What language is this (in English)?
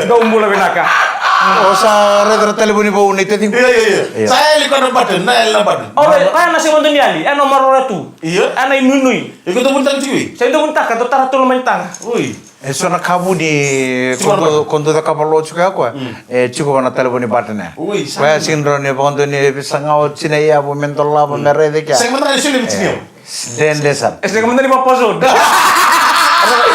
Fijian